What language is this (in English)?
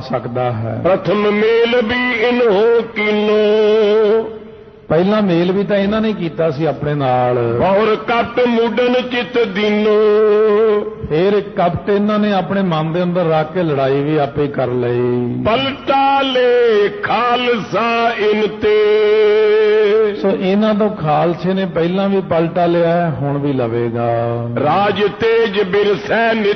Punjabi